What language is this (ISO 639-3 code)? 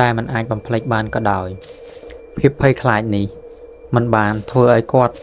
khm